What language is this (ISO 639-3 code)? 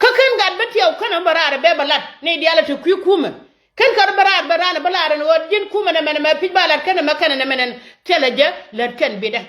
nus